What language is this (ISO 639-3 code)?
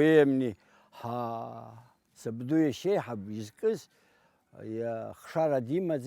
abk